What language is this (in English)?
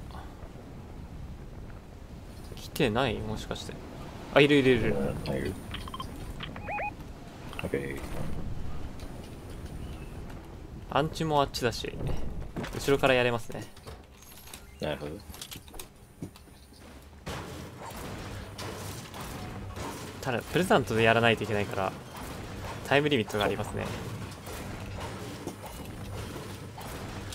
Japanese